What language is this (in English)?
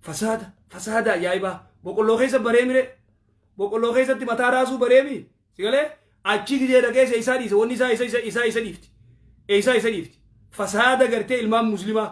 Oromo